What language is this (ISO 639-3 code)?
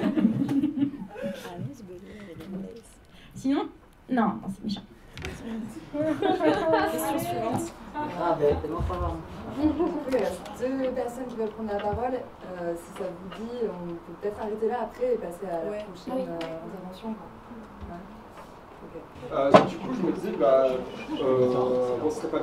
fra